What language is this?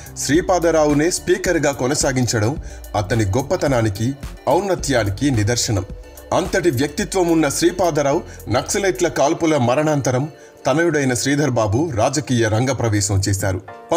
Telugu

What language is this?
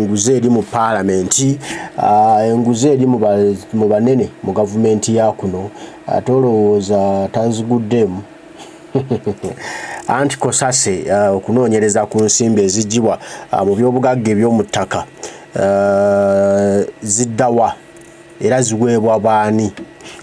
Ganda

